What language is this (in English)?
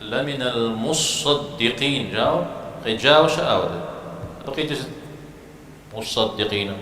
Kabardian